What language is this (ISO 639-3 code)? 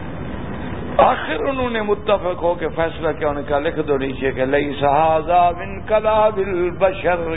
urd